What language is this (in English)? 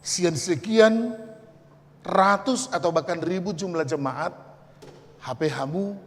Batak Toba